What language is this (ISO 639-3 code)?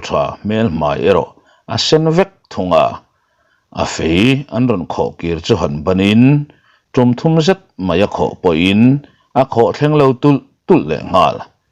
lus